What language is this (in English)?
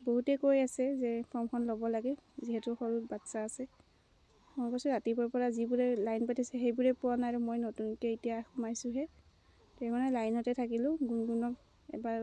Assamese